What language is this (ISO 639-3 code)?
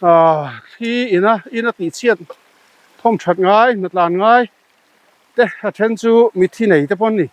lus